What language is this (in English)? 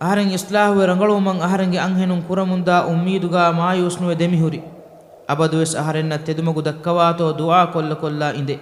Divehi